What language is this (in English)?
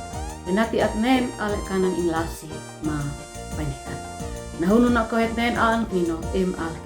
Uab Meto